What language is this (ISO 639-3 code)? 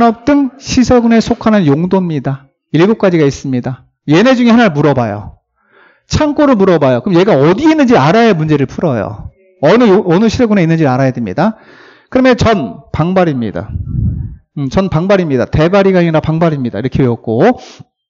kor